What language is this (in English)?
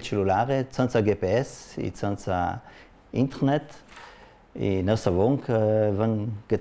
Ladin